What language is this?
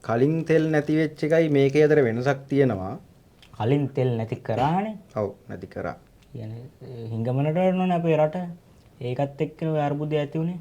Sinhala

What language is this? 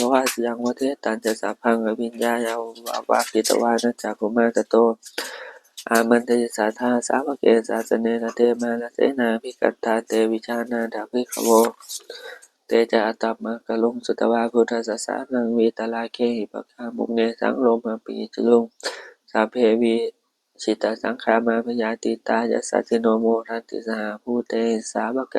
Pali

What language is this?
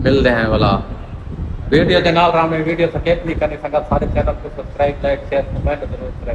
Saraiki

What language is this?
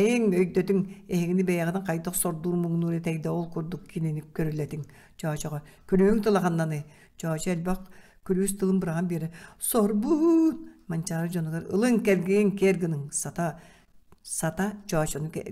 Yakut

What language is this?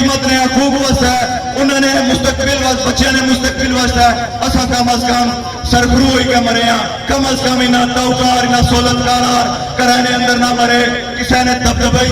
Pahari-Potwari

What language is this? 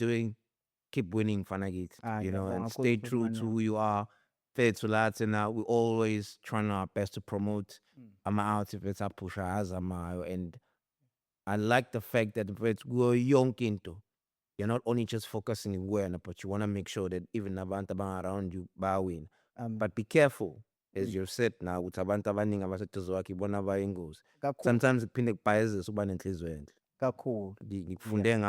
Zulu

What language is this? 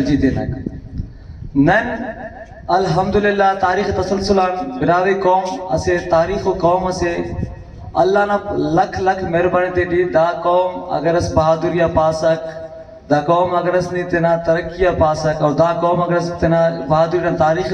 Brahui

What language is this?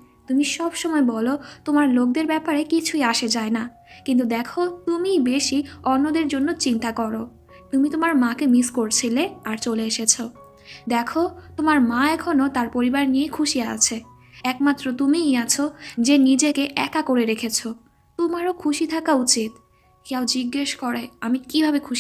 Bangla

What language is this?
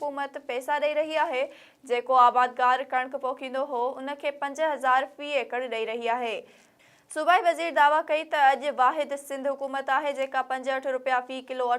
Sindhi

